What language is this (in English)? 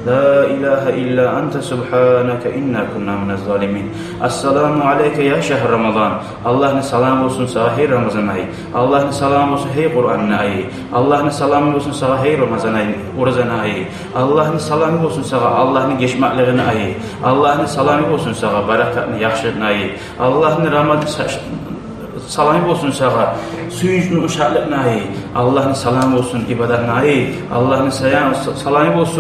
Kumyk